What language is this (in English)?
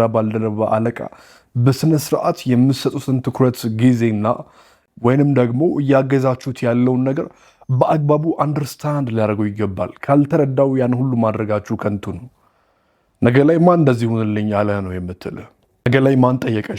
Amharic